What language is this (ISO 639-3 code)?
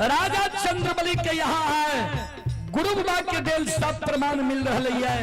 mai